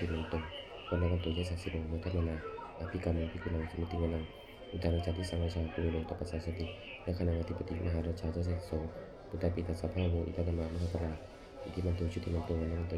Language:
Pali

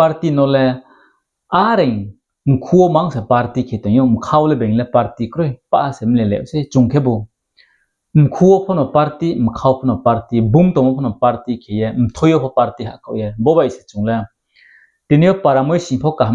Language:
Riang (India)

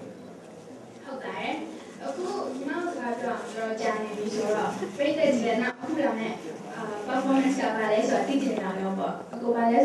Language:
Burmese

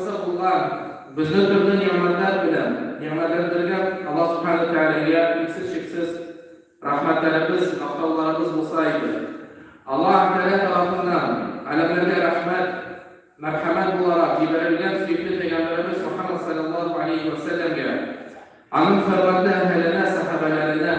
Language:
Tatar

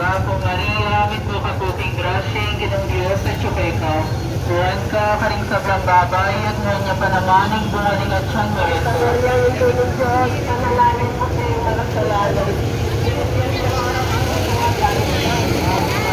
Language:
Pampanga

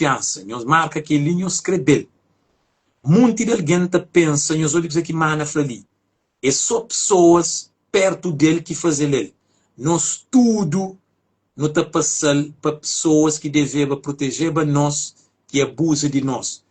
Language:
Kabuverdianu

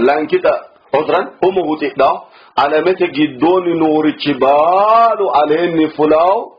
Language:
Sidamo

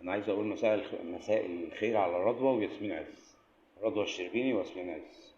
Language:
Egyptian Arabic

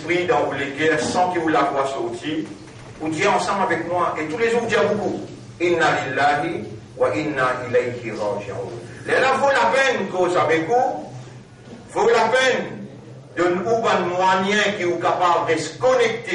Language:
Morisyen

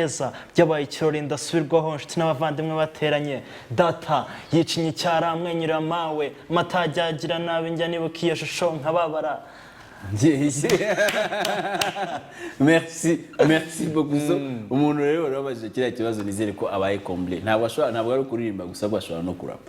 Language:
Kinyarwanda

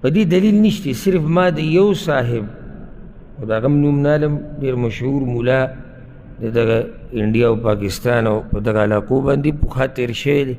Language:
Pashto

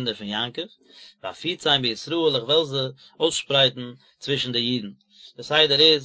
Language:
Yiddish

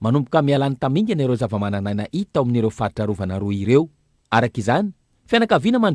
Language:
Malagasy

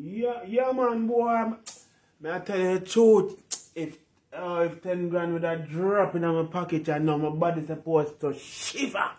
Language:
Jamaican Creole English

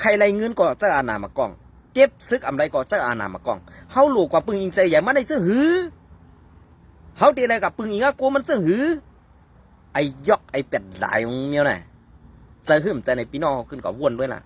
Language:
Shan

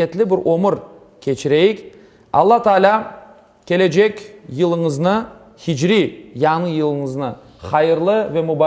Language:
Crimean Tatar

